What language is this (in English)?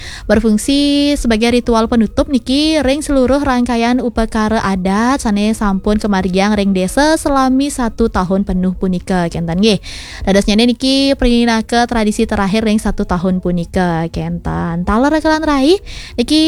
Balinese